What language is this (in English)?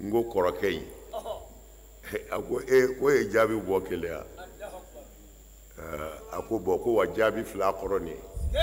Bambara